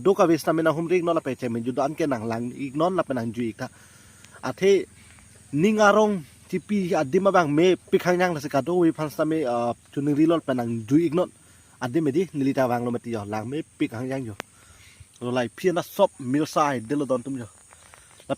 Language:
Karbi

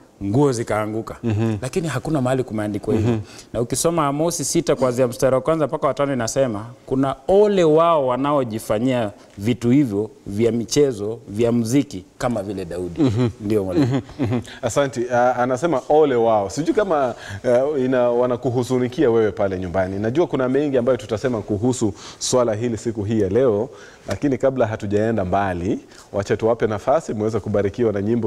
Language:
Swahili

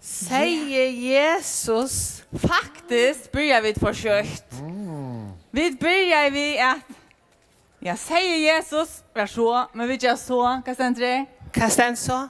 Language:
Faroese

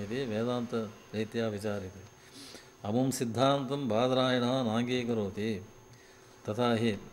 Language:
Sanskrit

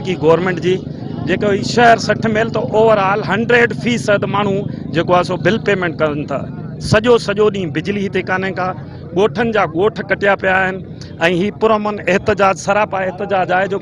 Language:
Sindhi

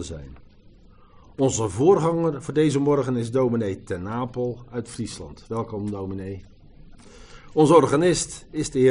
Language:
Dutch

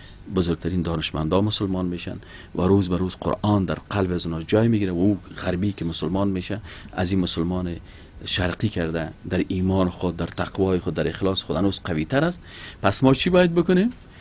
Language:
Persian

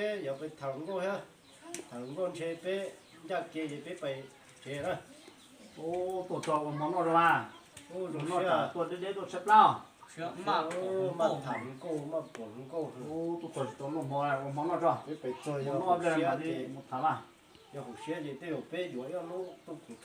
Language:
Hmong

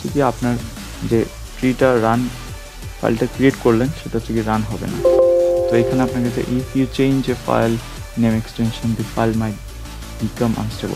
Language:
Bangla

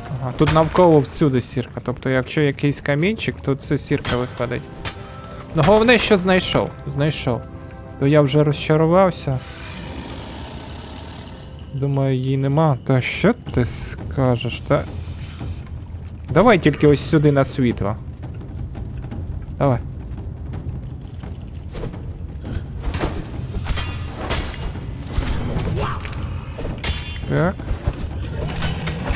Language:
Ukrainian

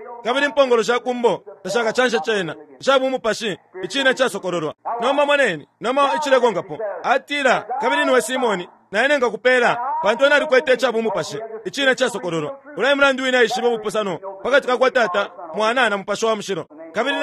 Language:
Bemba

